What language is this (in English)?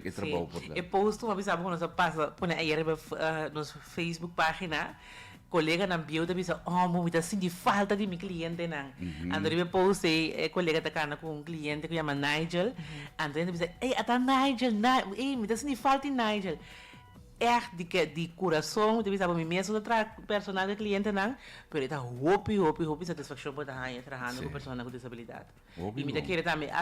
Papiamento